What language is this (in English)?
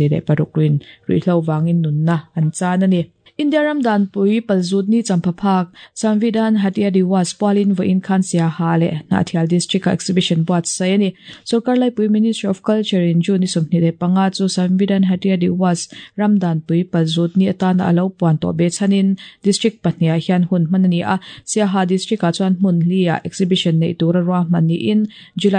Mizo